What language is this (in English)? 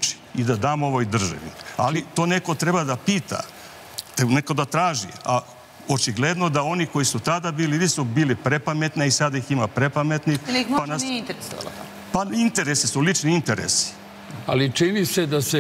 Serbian